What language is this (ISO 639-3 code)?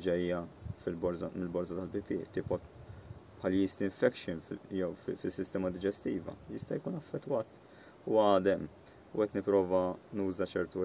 mlt